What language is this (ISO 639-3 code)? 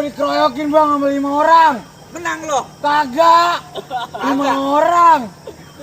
bew